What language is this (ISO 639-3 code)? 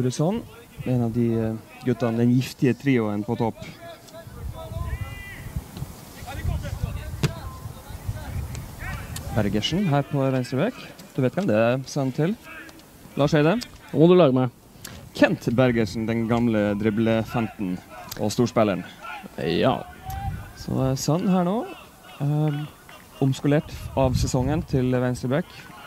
nor